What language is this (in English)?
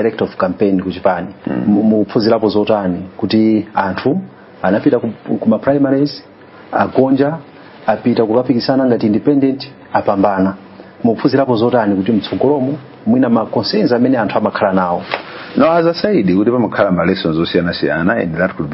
Nyanja